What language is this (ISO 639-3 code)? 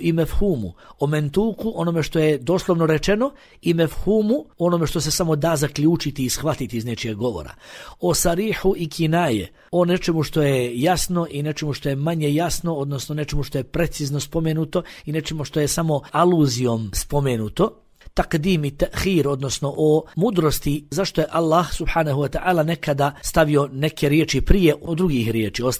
bos